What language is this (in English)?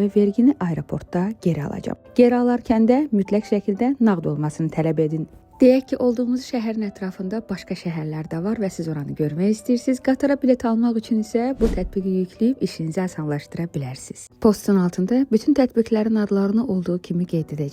Azerbaijani